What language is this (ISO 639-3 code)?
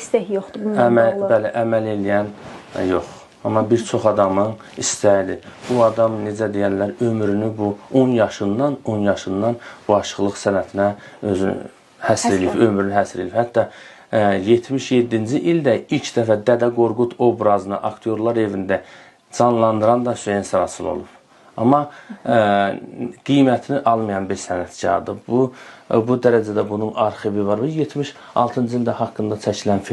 aze